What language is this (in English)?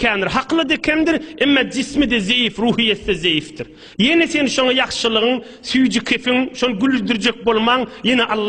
Turkmen